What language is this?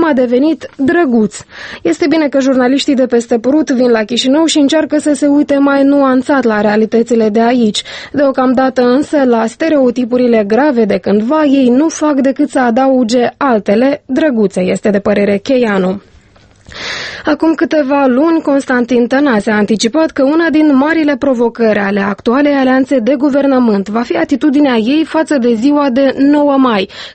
Romanian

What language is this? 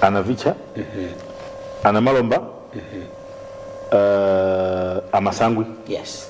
Nyanja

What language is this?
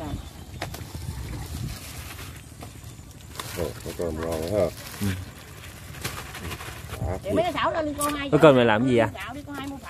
Vietnamese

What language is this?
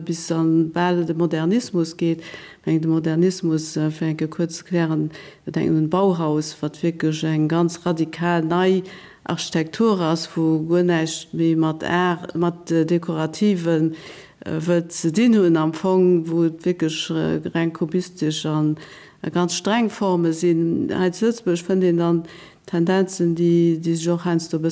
Luxembourgish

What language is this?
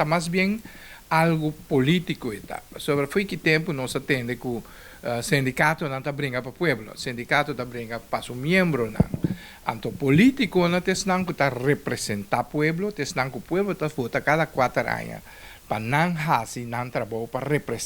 Papiamento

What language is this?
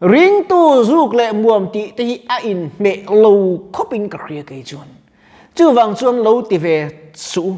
Mizo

